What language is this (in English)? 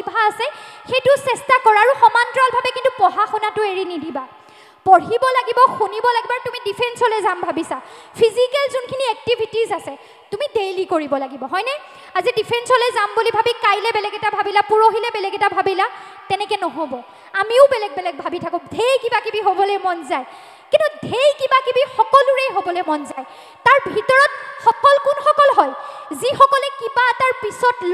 Assamese